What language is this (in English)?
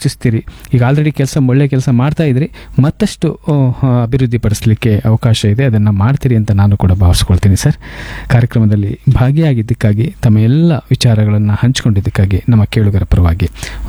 Kannada